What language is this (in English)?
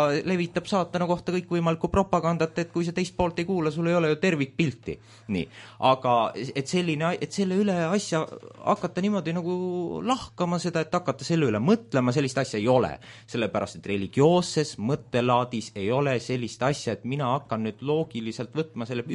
Estonian